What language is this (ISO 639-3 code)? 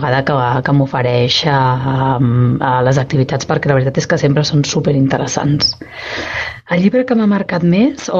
cat